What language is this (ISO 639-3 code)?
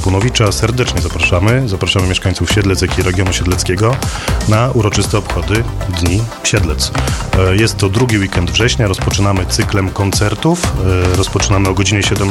pol